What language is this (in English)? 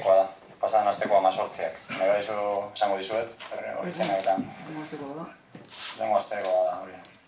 Basque